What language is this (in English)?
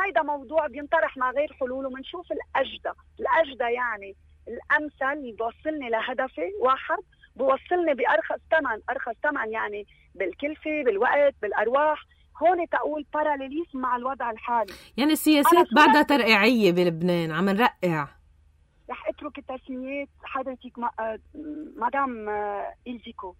North Levantine Arabic